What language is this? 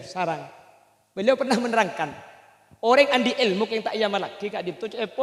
Madurese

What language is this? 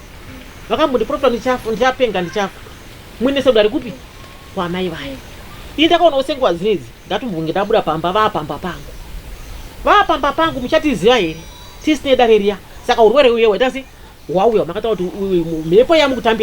Shona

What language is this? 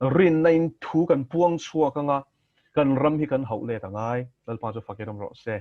Mizo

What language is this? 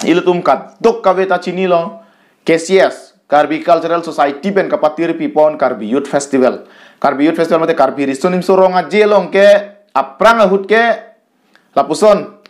Karbi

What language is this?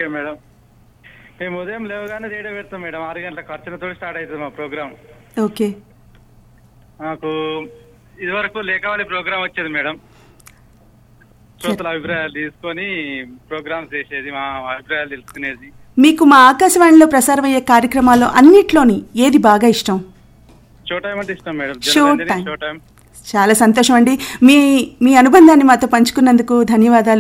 Telugu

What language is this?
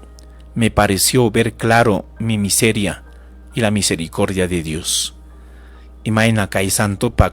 Ayacucho Quechua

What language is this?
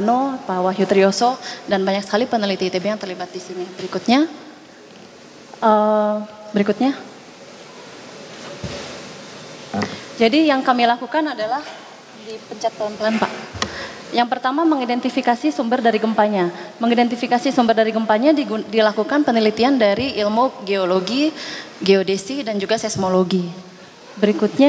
Indonesian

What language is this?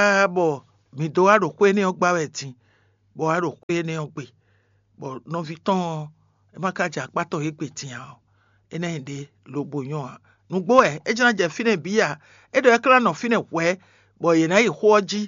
Fon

